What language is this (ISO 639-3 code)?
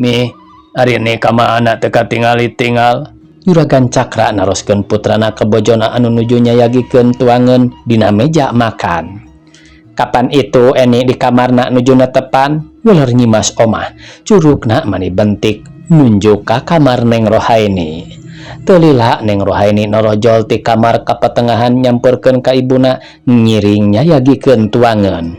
sun